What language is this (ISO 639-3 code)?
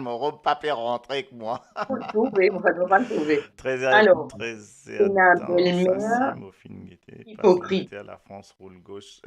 mfe